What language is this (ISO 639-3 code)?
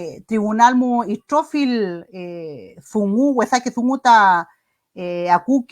arn